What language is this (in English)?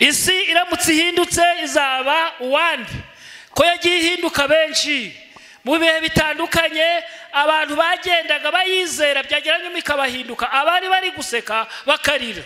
Kinyarwanda